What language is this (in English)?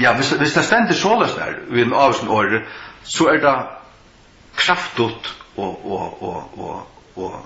Faroese